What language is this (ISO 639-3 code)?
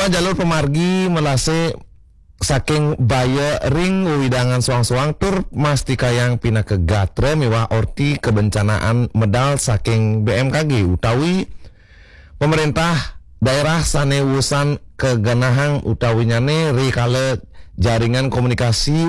ban